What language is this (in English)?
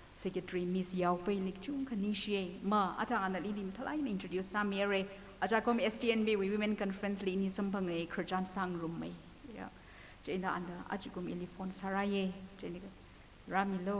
Tangkhul Naga (India)